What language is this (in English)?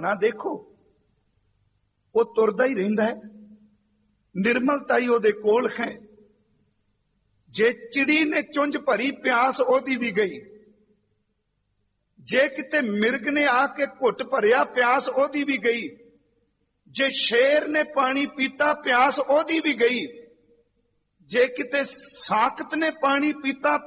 Punjabi